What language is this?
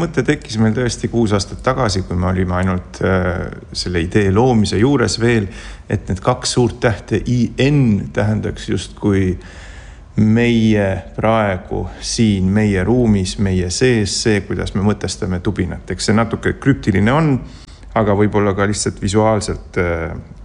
Estonian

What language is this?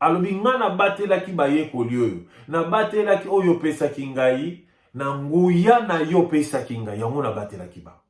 Lingala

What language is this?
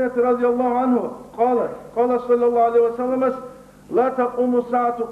Avaric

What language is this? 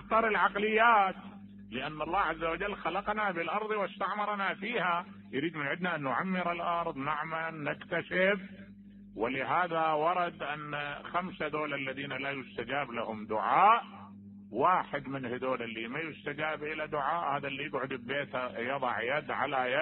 Mesopotamian Arabic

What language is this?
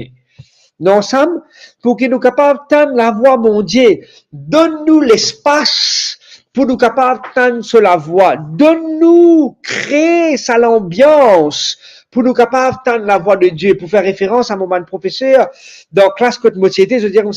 Morisyen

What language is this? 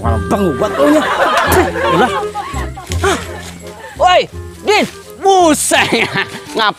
Betawi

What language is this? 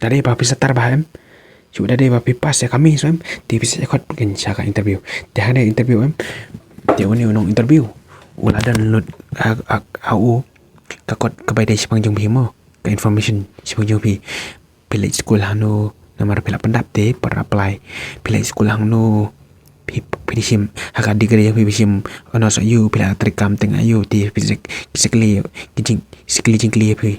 Khasi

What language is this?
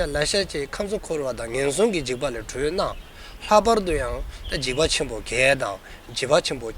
Dzongkha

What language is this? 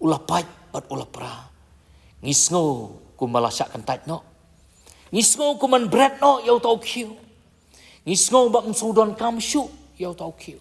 Khasi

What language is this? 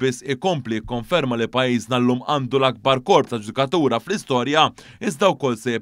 Maltese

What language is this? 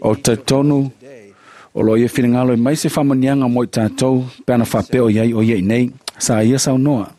Samoan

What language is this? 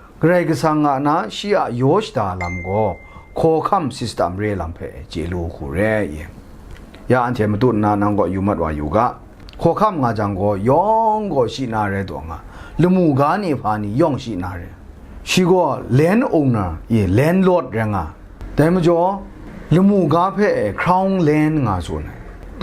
Kachin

